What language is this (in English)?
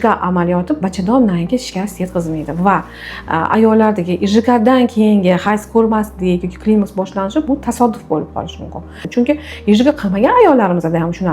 Uzbek